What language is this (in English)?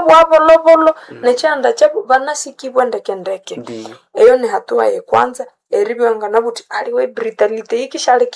Nande